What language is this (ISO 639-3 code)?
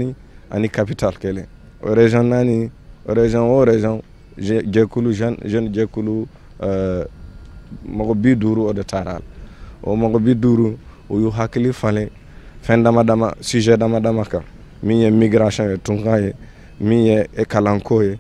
bam